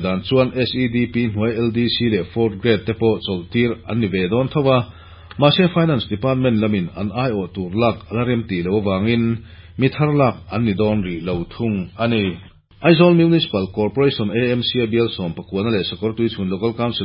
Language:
Mizo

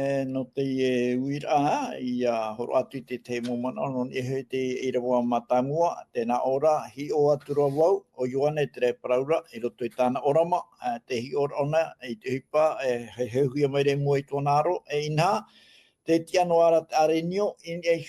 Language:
Tahitian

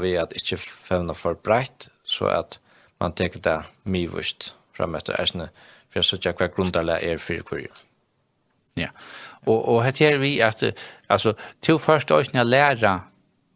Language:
Faroese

